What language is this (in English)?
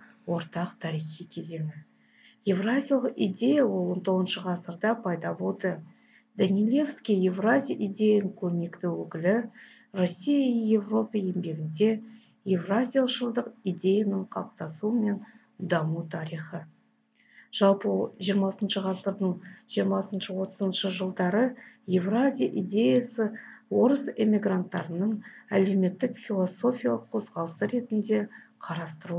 Kazakh